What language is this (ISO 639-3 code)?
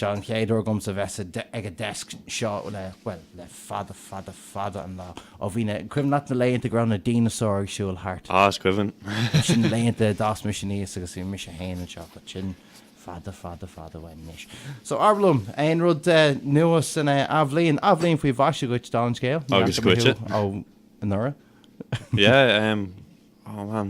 gle